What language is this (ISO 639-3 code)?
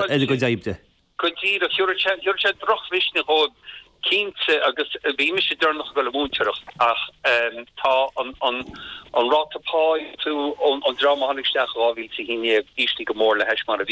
gle